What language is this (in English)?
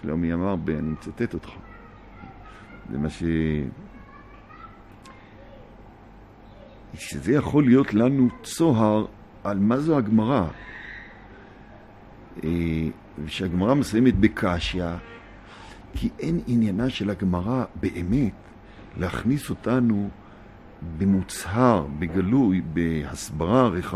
Hebrew